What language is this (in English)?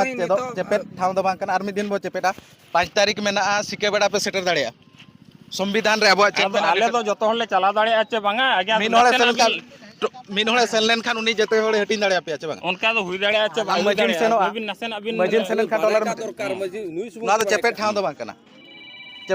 Santali